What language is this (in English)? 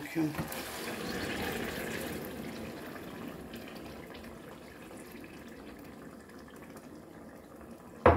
Turkish